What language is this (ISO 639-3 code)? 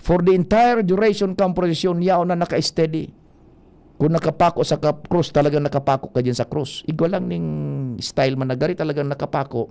bik